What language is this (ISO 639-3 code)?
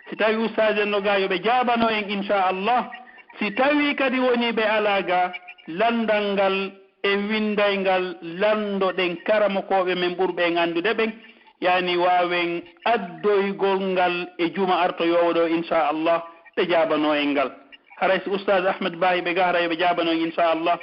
fuf